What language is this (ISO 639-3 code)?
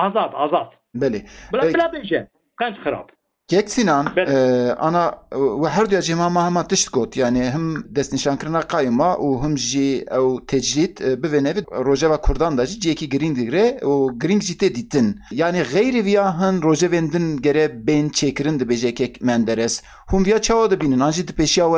kur